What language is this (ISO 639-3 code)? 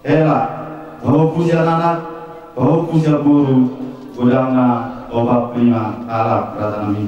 bbc